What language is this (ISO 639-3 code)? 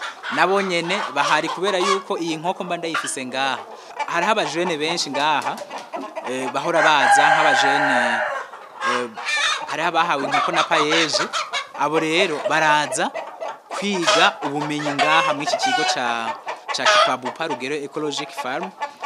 run